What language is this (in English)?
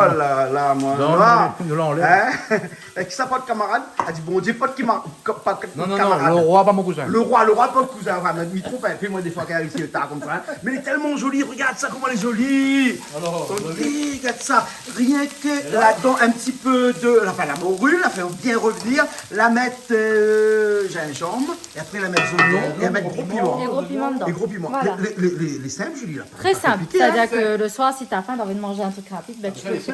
Réunion Creole French